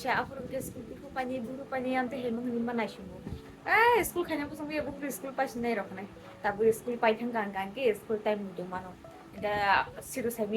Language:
Kok Borok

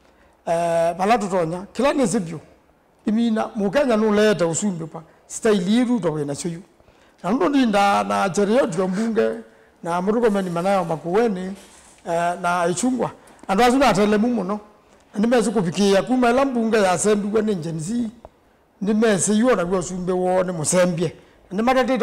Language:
Kamba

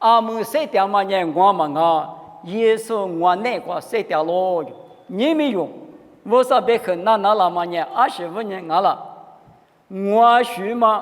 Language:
Lisu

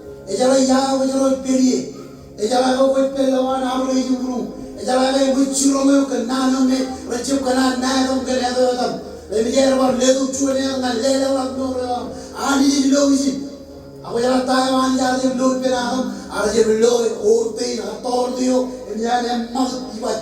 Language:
Marshallese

